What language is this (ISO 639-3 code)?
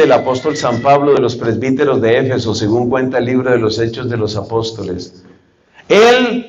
spa